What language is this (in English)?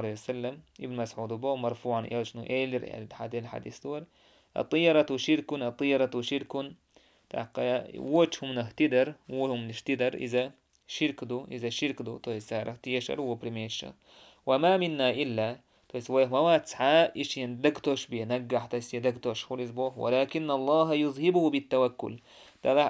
Chechen